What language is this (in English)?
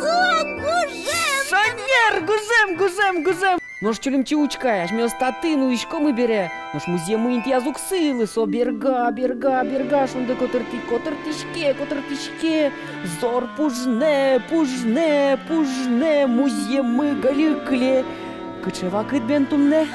Udmurt